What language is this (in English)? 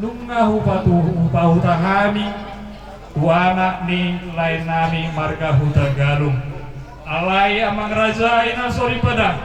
Batak Toba